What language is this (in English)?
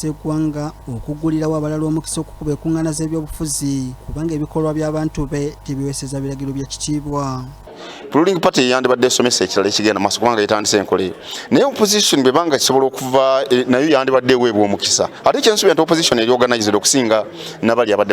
Ganda